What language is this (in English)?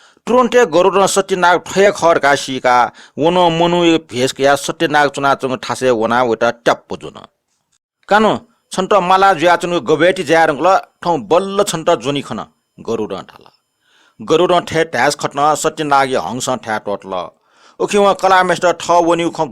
Newari